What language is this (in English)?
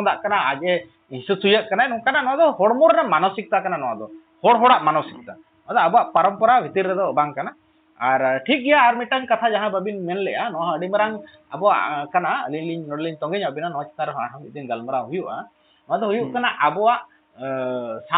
Santali